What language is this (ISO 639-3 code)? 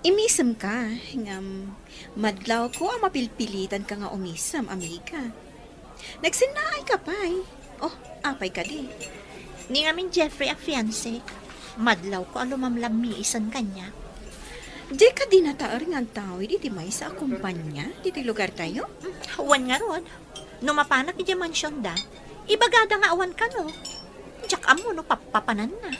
ilo